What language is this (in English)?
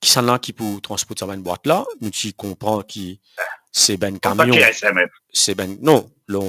Morisyen